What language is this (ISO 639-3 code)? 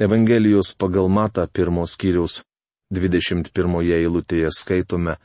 lit